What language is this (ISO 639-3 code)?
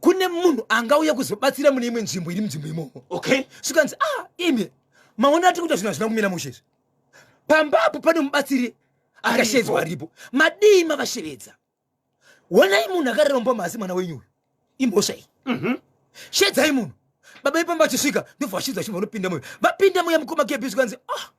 sna